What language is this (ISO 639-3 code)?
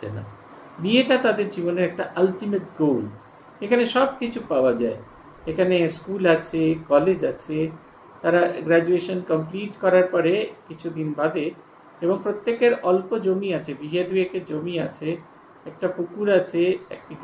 ben